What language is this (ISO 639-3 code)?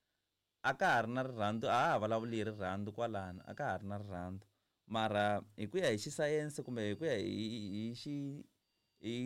tso